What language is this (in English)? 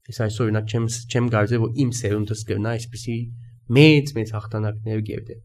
Armenian